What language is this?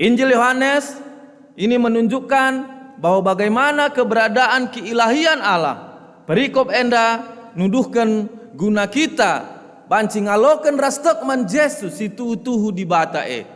Batak Karo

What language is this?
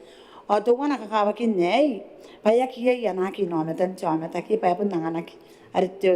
Gilbertese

